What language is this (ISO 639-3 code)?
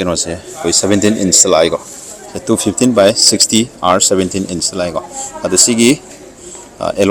mni